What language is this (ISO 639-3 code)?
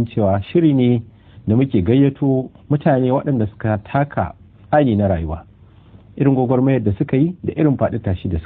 hau